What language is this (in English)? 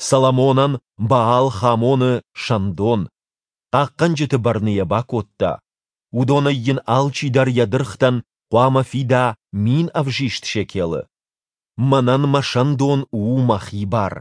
Ossetic